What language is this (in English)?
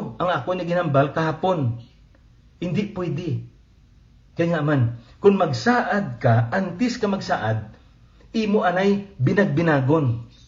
Hiligaynon